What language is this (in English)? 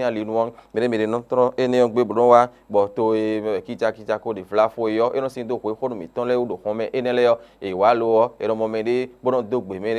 Fon